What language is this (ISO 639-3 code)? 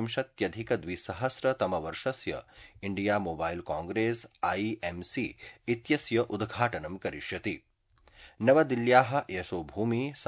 san